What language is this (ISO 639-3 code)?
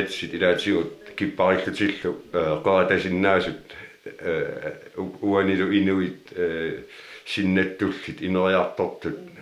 kal